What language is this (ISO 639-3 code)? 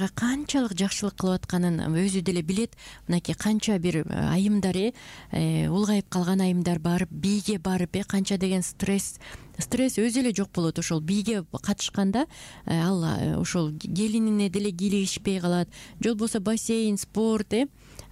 kir